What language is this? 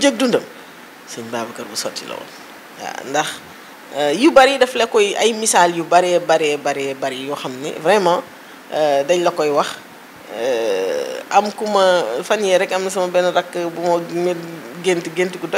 Wolof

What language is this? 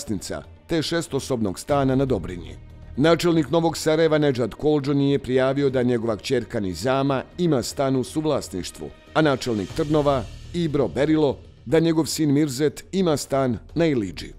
Bosnian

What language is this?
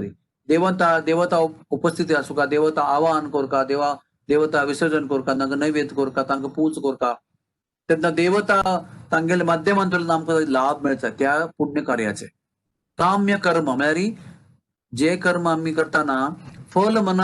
Konkani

